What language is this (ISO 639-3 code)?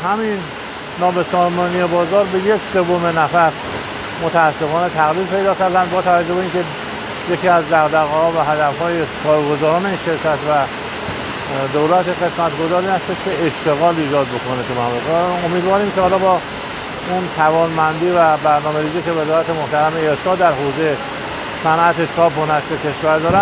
fas